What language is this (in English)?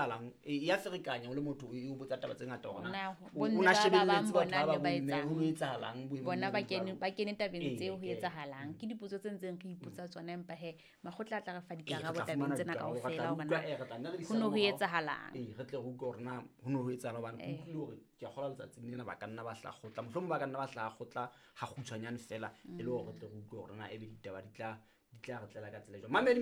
Southern Sotho